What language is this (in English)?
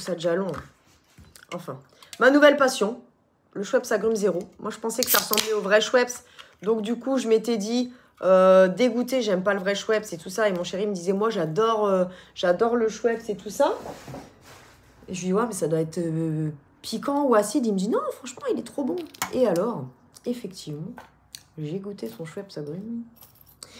French